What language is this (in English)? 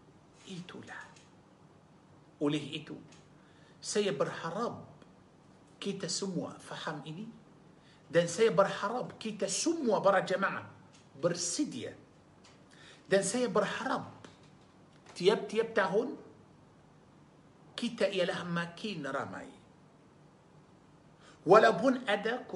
Malay